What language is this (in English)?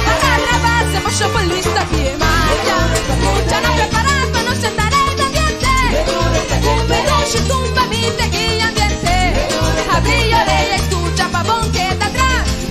Papiamento